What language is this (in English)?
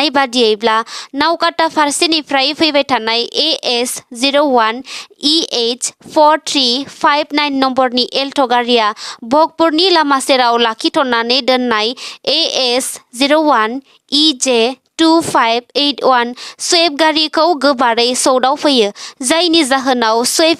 Bodo